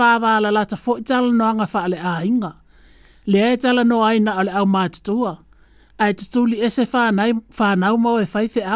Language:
Samoan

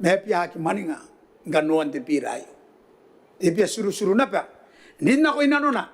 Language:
Gilbertese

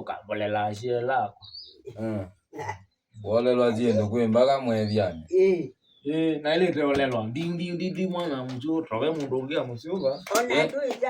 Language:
Kamba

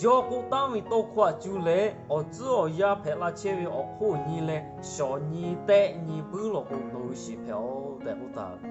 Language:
Lahu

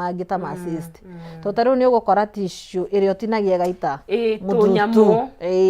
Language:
Kikuyu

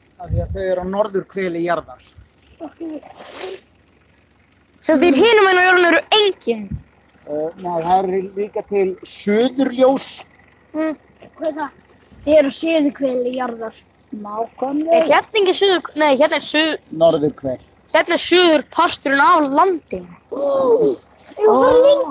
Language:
Icelandic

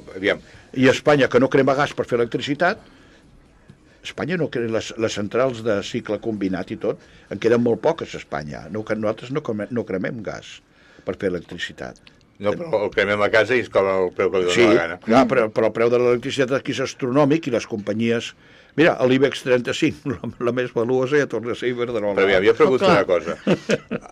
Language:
Catalan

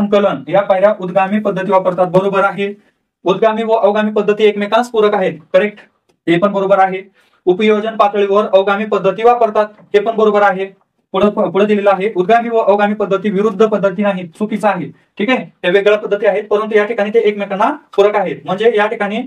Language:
Marathi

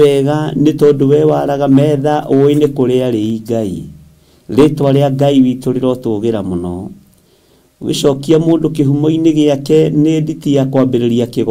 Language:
Kikuyu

